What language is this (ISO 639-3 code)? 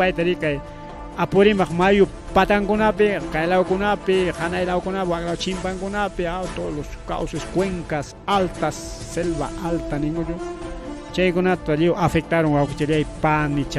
quy